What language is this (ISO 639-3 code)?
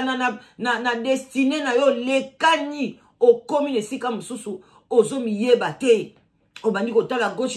lin